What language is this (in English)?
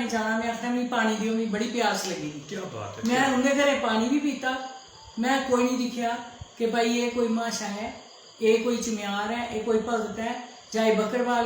Dogri